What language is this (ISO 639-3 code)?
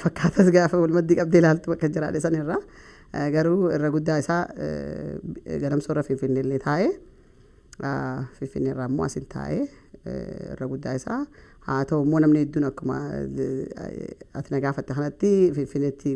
orm